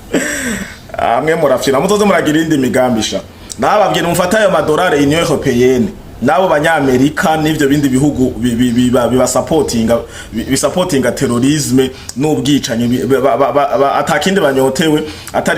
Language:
Rundi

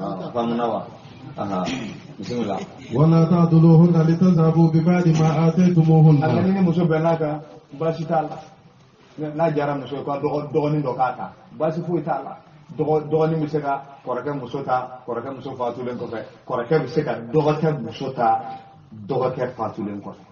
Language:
Bambara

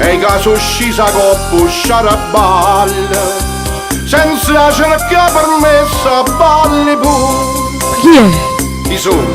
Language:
Neapolitan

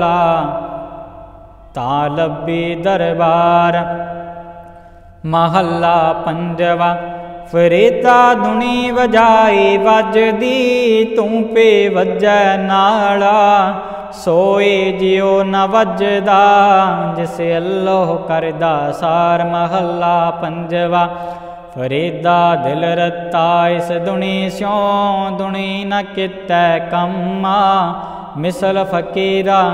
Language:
Punjabi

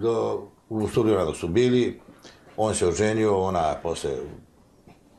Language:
Serbian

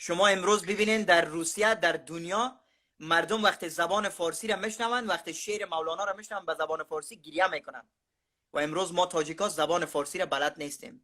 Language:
Tajik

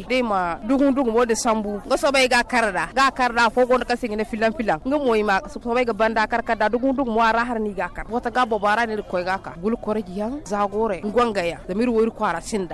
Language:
Zarma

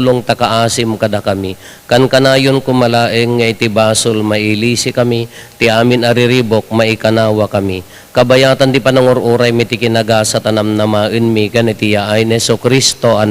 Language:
Iloko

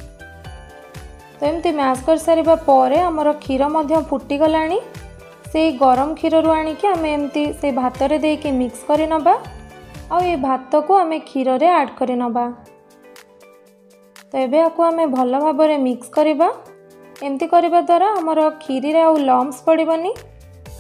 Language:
Odia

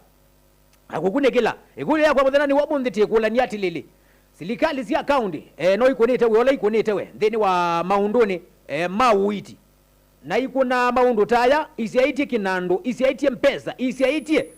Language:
Kamba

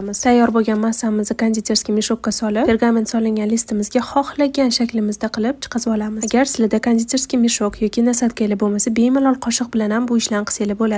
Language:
Uzbek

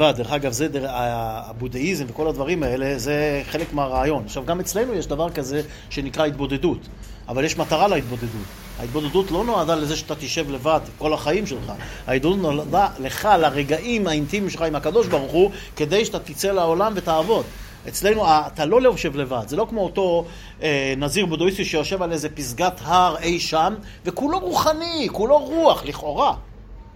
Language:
Hebrew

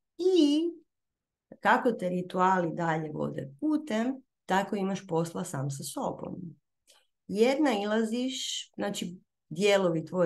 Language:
Croatian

